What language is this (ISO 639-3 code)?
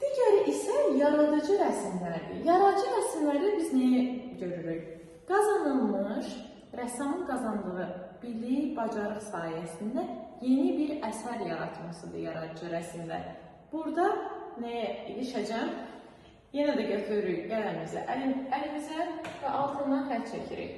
aze